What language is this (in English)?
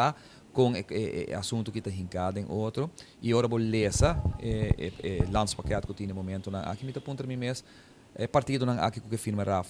Papiamento